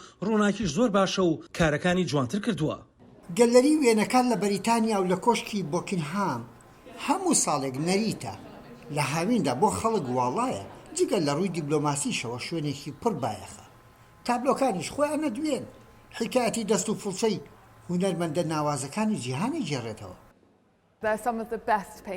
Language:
Central Kurdish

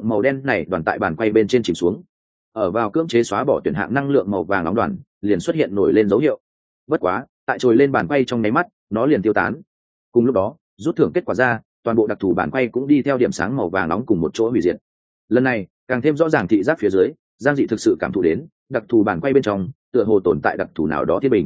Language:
Vietnamese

